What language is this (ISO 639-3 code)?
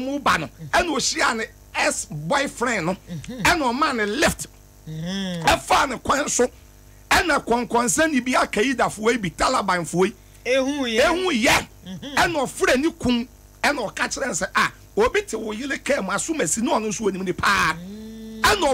aka